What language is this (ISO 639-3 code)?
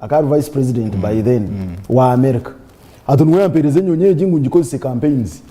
nyn